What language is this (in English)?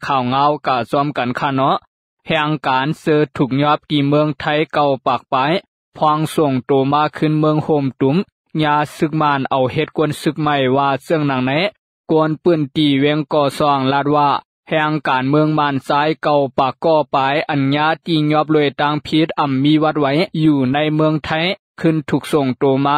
Lao